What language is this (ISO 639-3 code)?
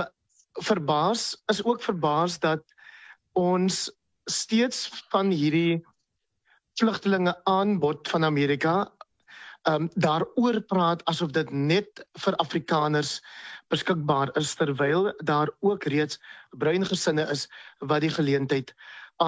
afr